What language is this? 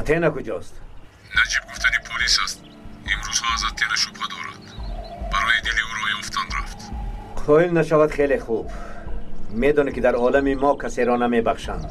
Tajik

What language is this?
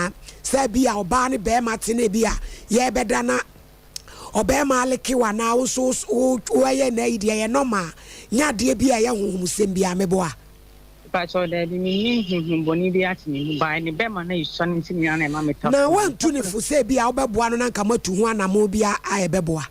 Akan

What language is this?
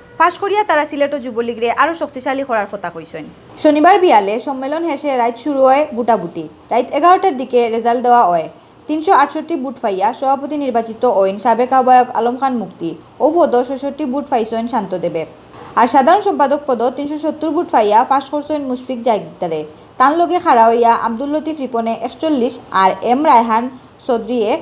Sylheti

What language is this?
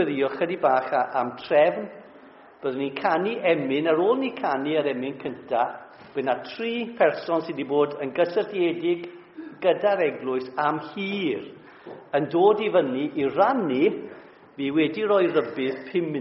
Welsh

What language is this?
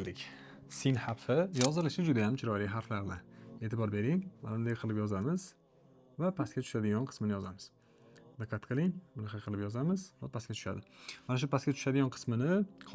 Uzbek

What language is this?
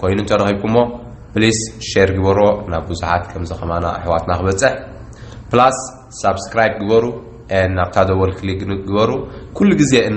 Tigrinya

